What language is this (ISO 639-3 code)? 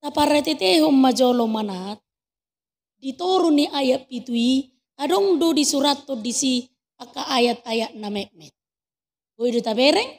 bbc